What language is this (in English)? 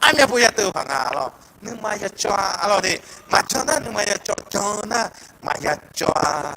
Akha